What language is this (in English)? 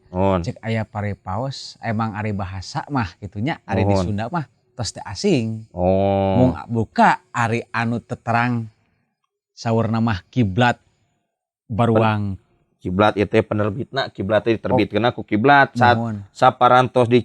Sundanese